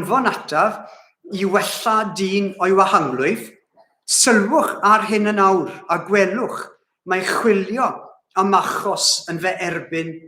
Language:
Welsh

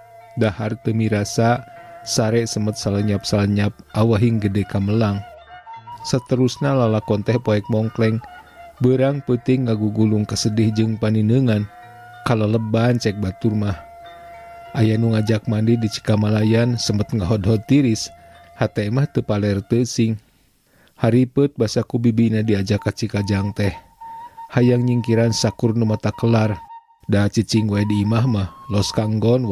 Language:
Sundanese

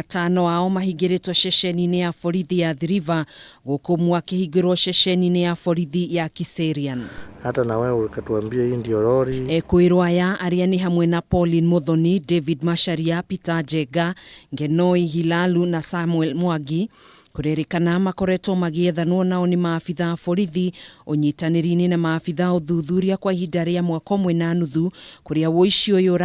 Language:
Kikuyu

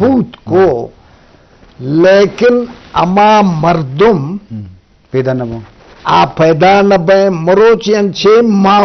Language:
Eastern Balochi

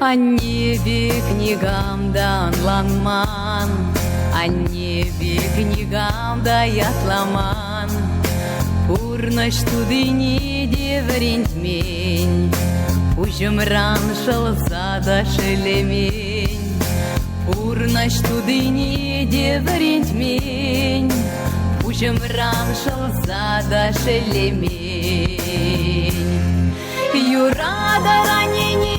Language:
Chuvash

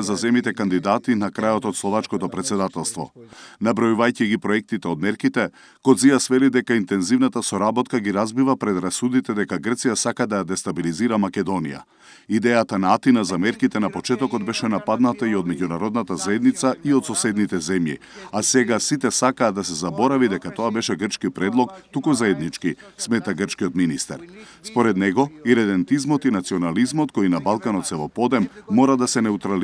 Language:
Macedonian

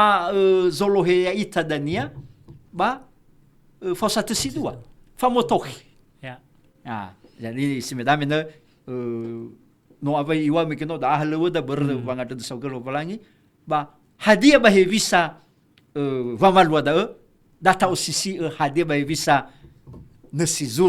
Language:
Nias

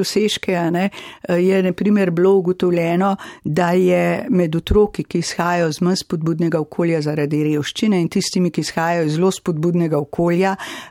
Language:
Slovenian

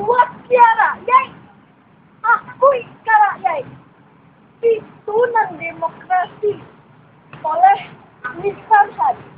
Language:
Minangkabau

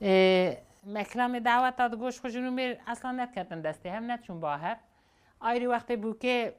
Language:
Kurdish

